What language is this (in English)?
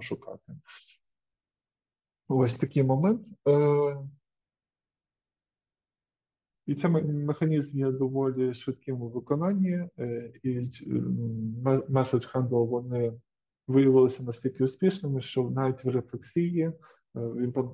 Ukrainian